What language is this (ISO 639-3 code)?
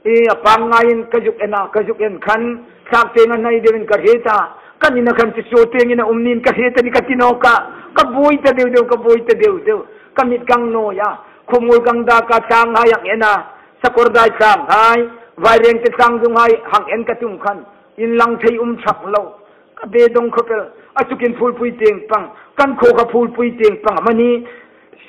hmr